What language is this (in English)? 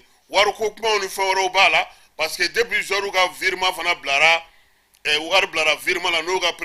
Bambara